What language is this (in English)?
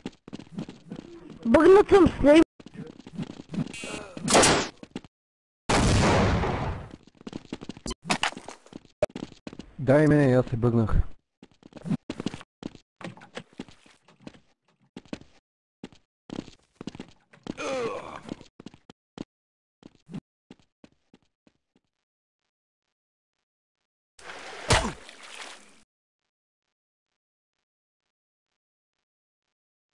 Bulgarian